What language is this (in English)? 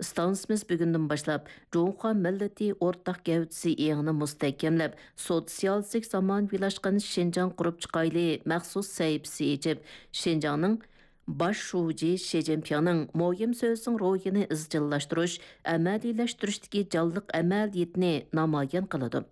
Uyghur